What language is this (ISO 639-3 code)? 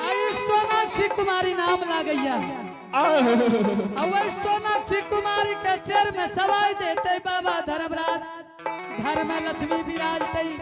anp